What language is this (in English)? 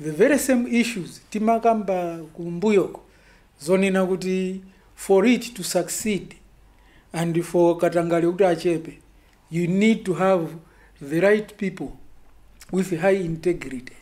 Nyanja